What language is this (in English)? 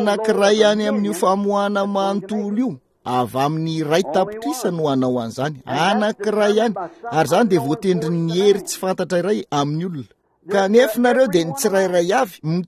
Malagasy